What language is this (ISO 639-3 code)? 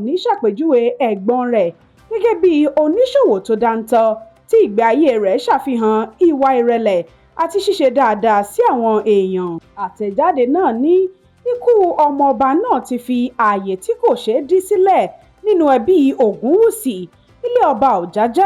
yor